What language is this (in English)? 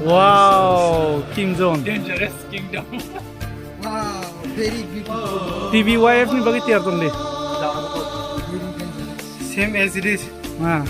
Kok Borok